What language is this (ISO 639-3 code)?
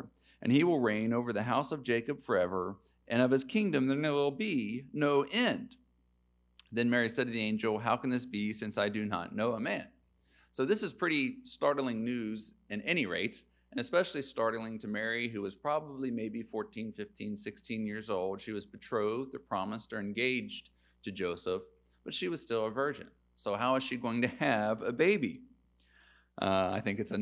eng